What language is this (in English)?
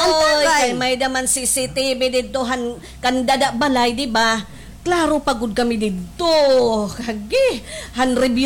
Waray